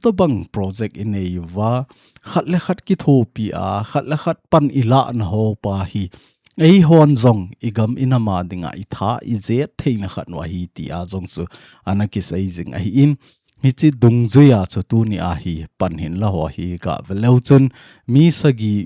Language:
Thado Chin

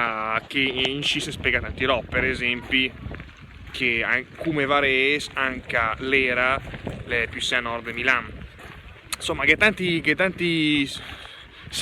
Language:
Lombard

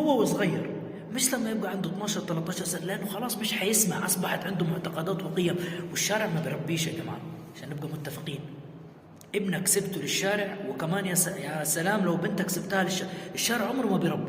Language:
Egyptian Arabic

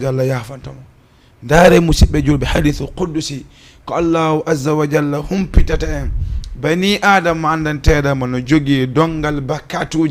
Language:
Fula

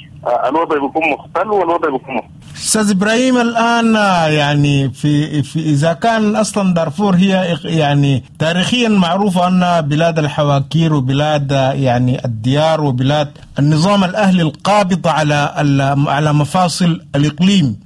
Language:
Sudanese Arabic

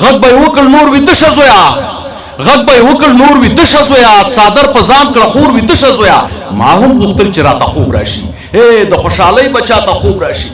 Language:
Pashto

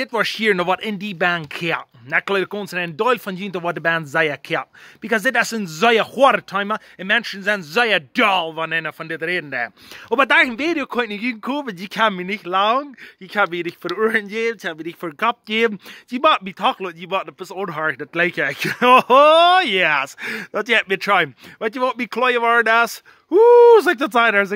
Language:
Plautdietsch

